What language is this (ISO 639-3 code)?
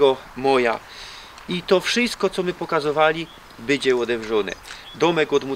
szl